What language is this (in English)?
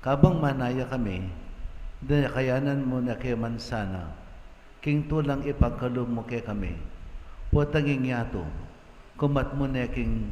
Pampanga